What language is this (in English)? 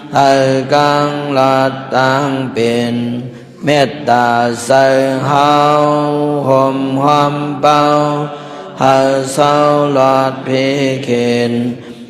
Shan